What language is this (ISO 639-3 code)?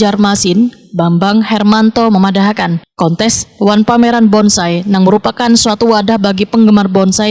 bjn